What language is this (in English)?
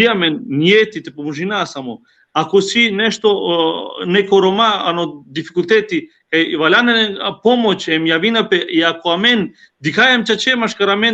Balkan Romani